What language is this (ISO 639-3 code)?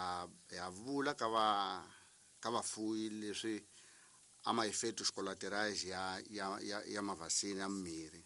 tso